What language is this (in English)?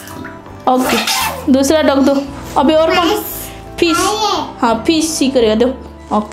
Hindi